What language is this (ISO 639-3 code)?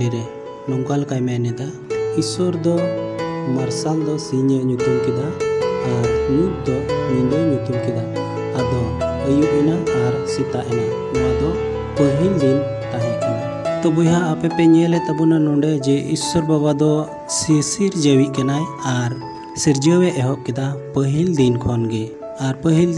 sat